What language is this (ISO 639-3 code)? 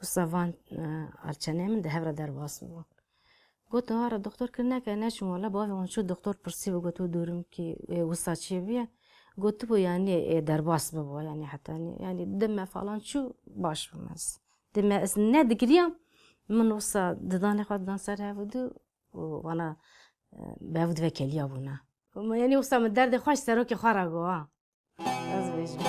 kur